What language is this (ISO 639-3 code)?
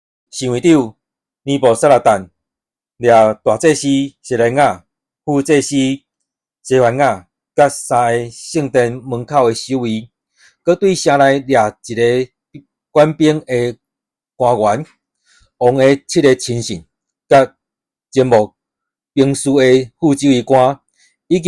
nan